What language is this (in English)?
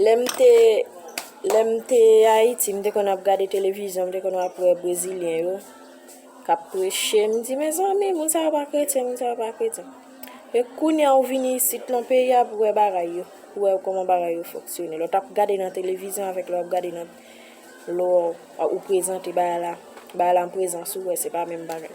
Haitian Creole